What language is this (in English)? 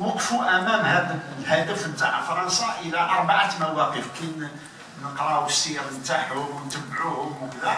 Algerian Arabic